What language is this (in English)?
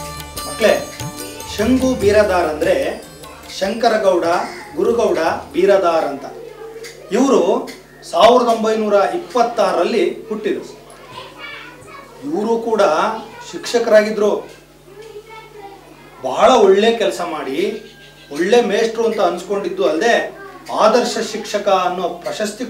Kannada